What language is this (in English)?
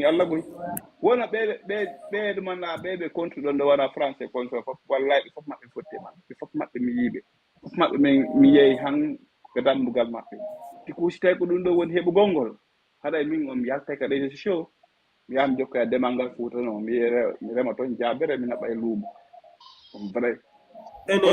Fula